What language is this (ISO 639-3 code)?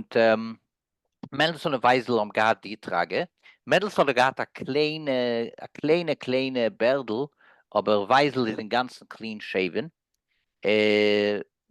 yid